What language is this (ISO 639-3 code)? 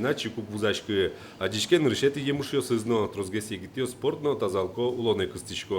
udm